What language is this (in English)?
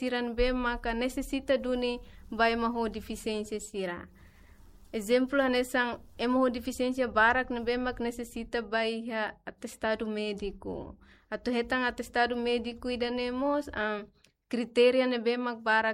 Tetum